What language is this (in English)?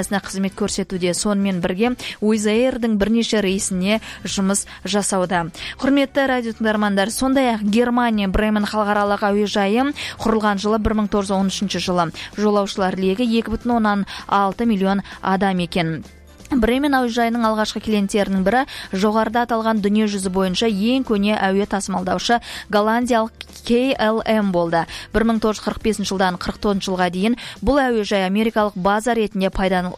Kazakh